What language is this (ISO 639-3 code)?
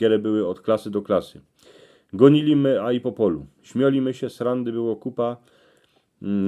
szl